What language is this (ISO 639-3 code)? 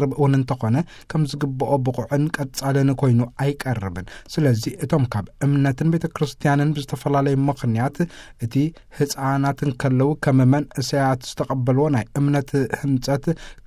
tir